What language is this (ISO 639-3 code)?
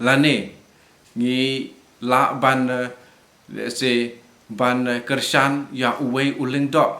kha